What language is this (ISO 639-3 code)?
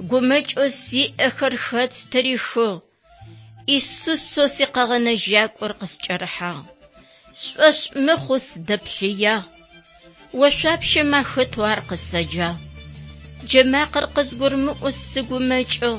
ady